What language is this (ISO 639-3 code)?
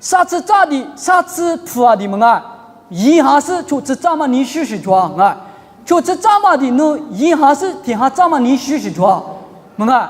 lis